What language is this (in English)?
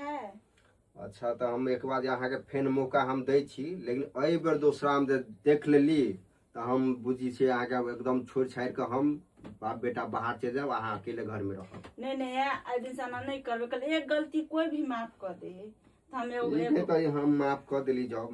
Maithili